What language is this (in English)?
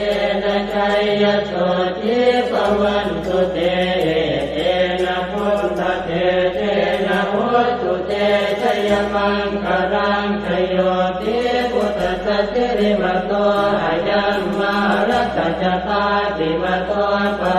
Pali